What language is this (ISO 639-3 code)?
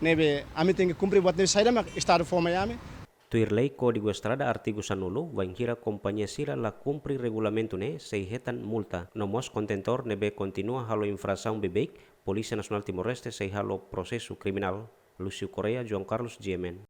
tet